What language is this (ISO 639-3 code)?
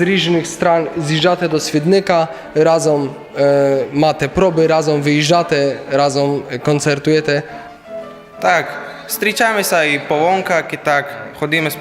rue